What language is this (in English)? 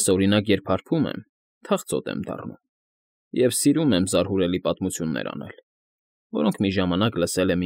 Armenian